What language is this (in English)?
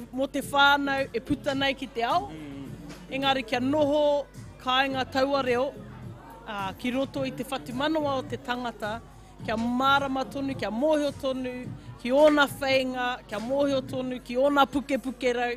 Māori